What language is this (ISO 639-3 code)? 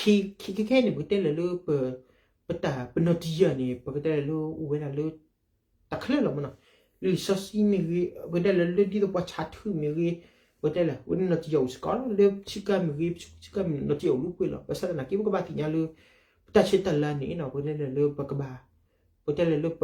ksw